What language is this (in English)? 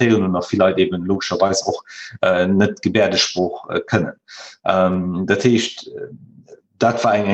Luxembourgish